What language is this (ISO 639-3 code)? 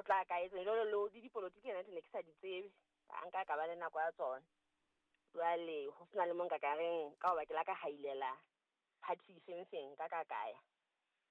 sot